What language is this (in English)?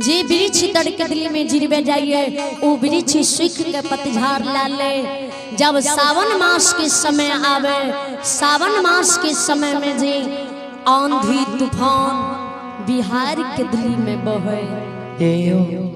Maithili